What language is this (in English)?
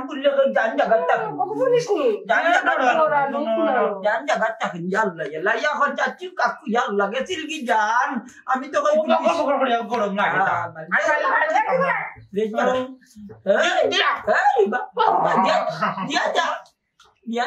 Sylheti